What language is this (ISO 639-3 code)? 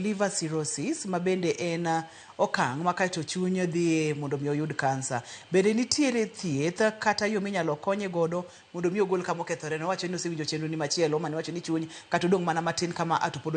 luo